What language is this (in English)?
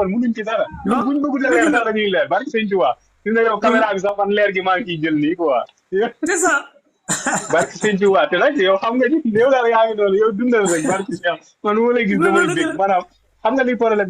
Wolof